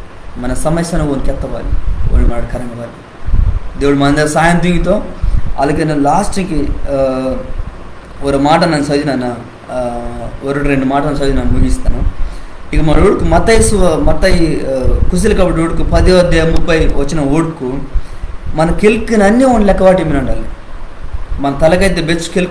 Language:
Koya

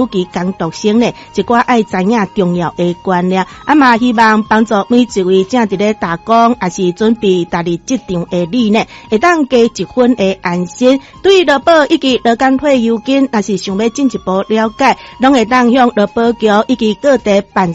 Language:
Min Nan Chinese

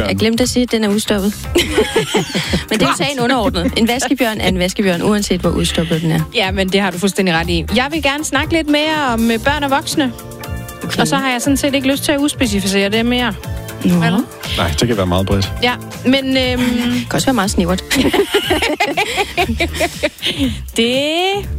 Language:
Danish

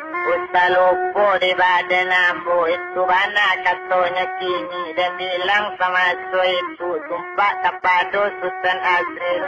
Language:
Minangkabau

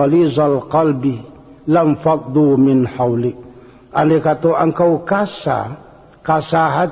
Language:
Minangkabau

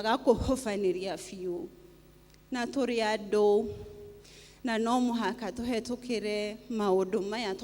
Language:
Kikuyu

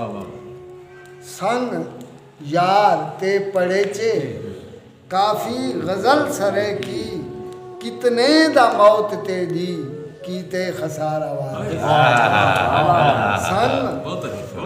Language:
Saraiki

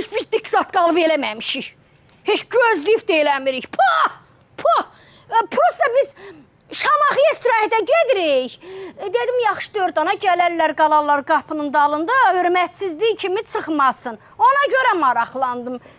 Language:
Azerbaijani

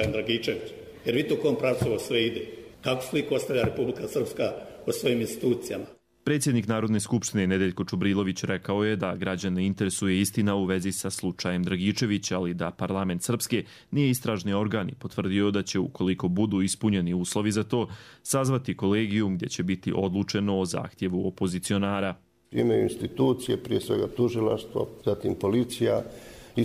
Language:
Croatian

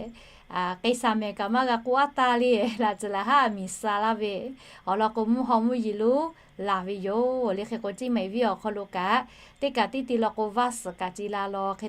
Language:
Lahu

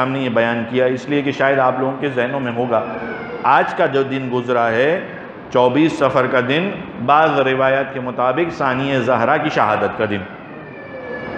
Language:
Urdu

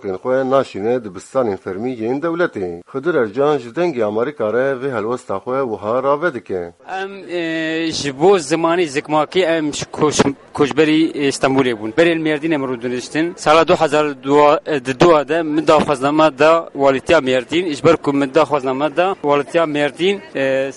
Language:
Kurdish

